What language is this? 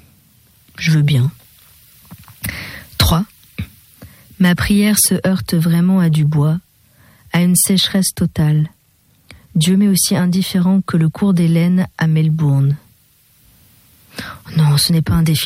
French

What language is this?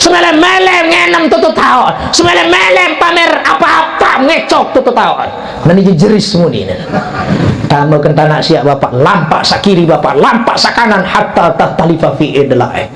Sasak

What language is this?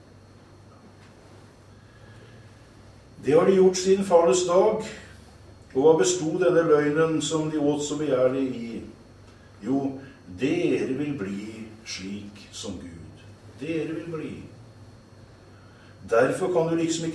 Norwegian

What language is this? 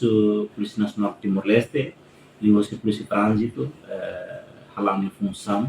Tetum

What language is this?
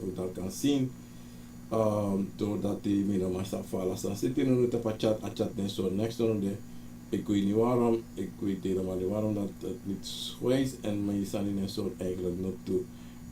Sranan Tongo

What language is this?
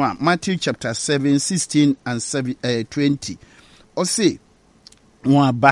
Akan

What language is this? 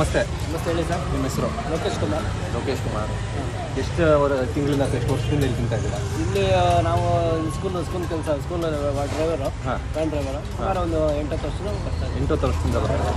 Kannada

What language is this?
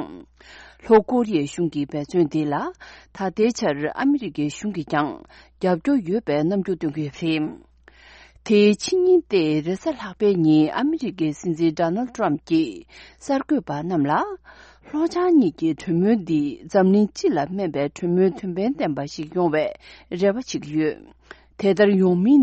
Tibetan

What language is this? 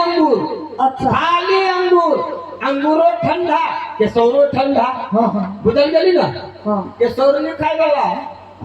Maithili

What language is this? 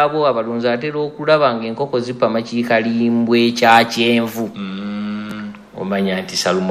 Ganda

